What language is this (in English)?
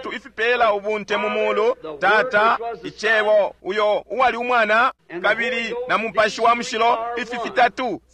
Bemba